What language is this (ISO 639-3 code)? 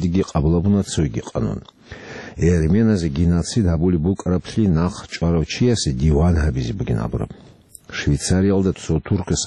ava